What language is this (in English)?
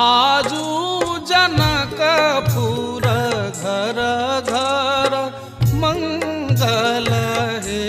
Maithili